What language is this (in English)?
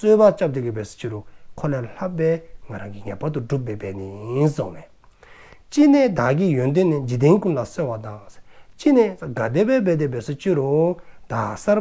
Dzongkha